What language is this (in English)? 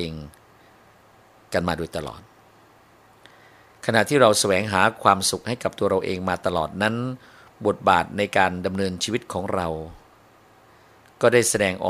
Thai